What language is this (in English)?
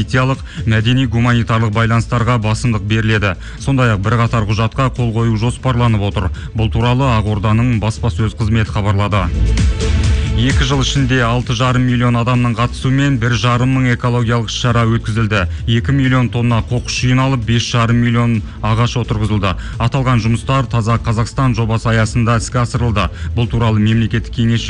Kazakh